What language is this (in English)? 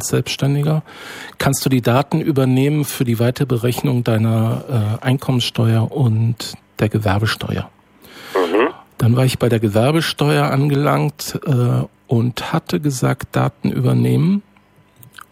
German